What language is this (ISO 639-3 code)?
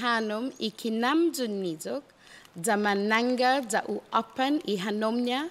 cha